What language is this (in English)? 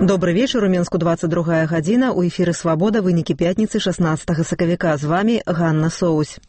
Belarusian